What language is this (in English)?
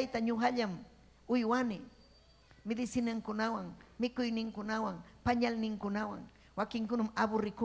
Ayacucho Quechua